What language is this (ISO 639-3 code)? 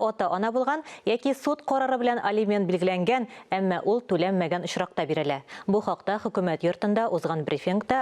tat